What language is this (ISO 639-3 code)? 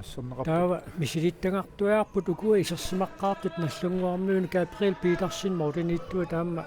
kal